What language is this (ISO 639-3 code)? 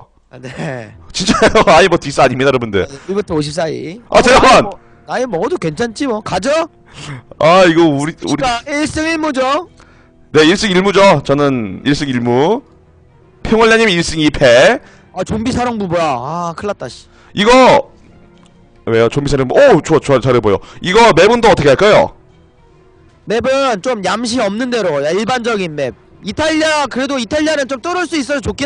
kor